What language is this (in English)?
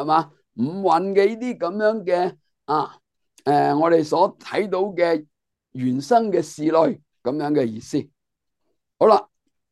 Cantonese